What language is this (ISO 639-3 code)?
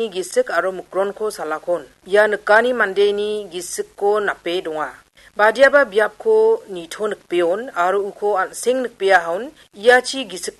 grt